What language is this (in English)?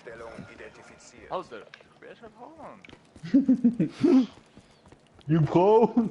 Swiss German